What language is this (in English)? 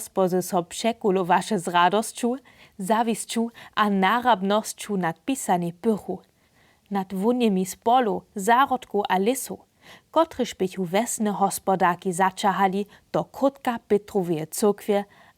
Upper Sorbian